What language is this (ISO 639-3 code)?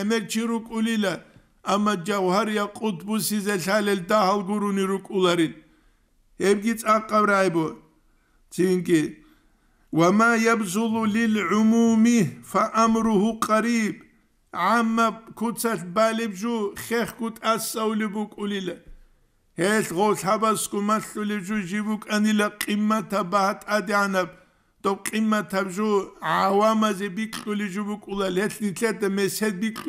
ava